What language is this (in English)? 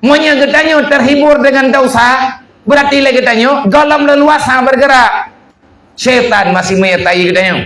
Achinese